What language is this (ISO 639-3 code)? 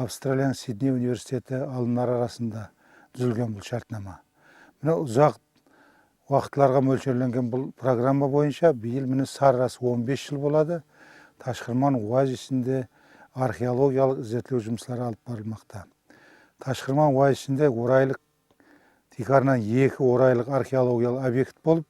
kaa